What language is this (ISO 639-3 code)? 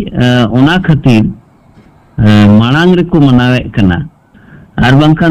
sat